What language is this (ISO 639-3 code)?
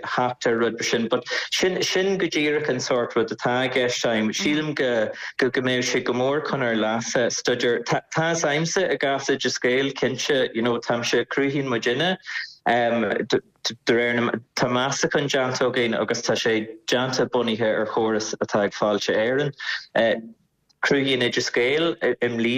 gle